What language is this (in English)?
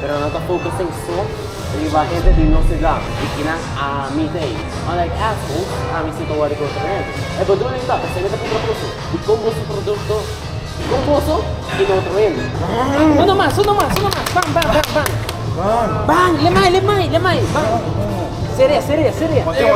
Papiamento